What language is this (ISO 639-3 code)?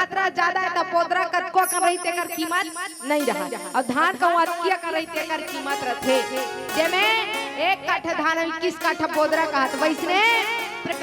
hne